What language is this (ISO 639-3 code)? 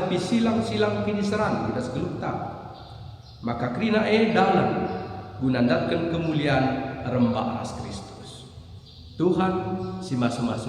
btx